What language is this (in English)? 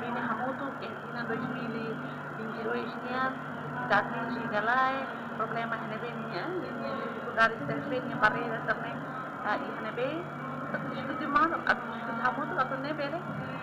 Tetum